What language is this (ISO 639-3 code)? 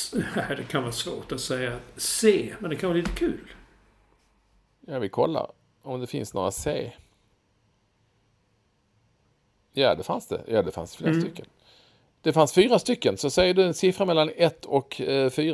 swe